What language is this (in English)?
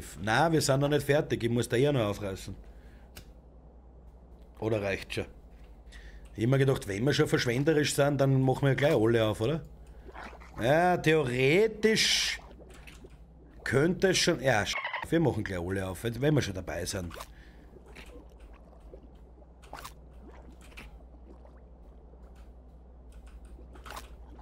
German